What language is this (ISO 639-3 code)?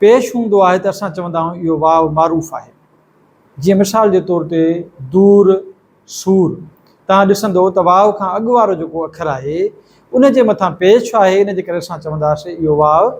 snd